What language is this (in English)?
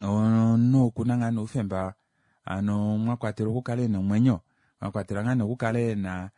Kuanyama